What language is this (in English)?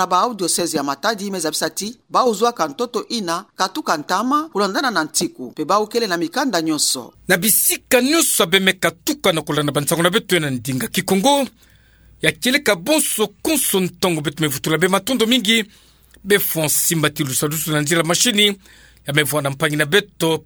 Kituba (Democratic Republic of Congo)